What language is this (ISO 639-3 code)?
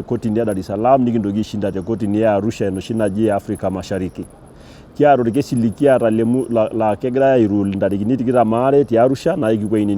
mas